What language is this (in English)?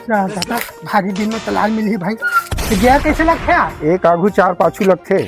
Chhattisgarhi